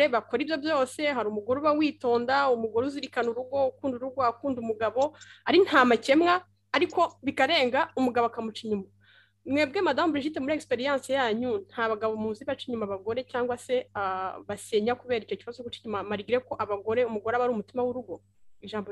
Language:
Kinyarwanda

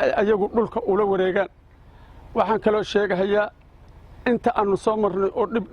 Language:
Somali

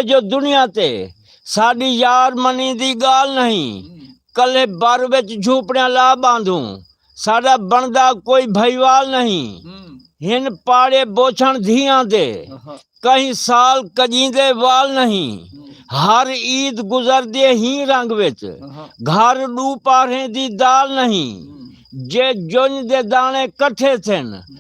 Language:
Saraiki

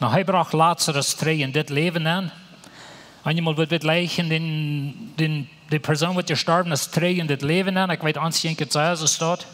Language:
Plautdietsch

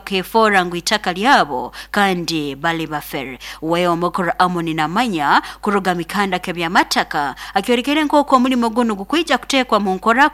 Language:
Nyoro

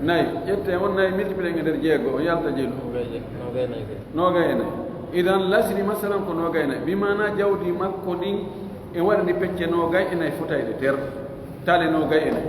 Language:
Pular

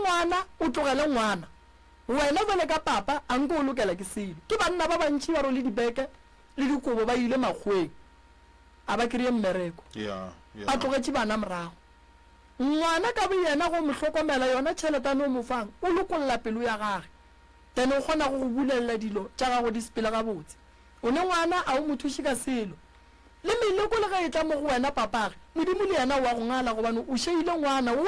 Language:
Northern Sotho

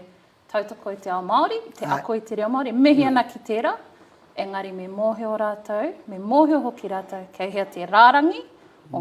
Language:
Māori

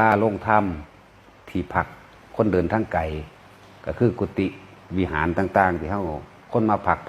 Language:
Northeastern Thai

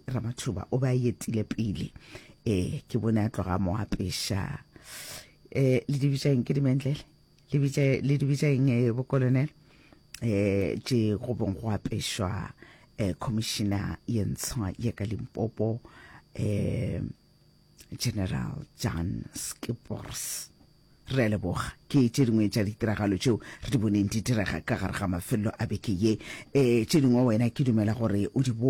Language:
Northern Sotho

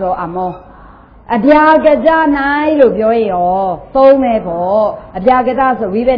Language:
Burmese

